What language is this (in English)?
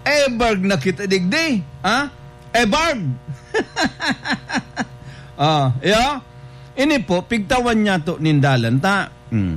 Bikol